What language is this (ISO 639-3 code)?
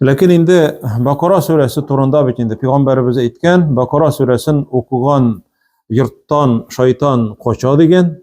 tat